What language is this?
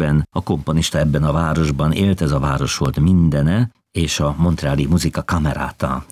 Hungarian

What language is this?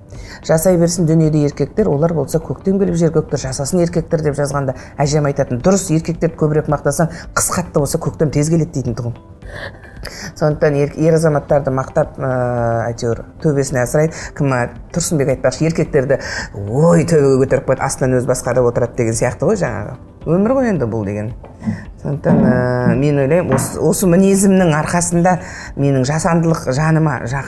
Kazakh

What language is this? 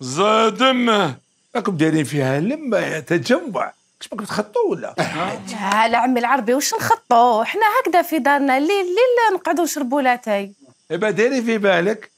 Algerian Arabic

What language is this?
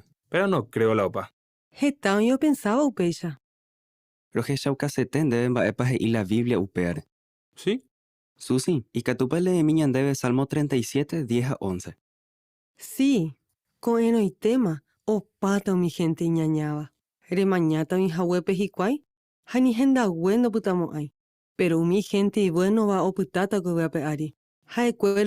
Guarani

